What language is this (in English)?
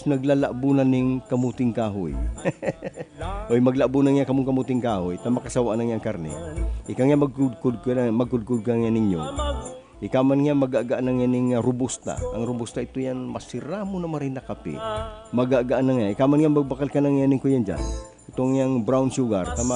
Bikol